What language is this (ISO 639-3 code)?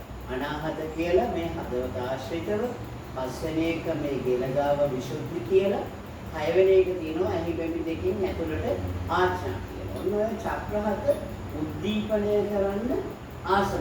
sin